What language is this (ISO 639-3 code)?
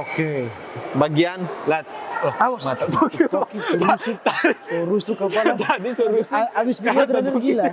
xmm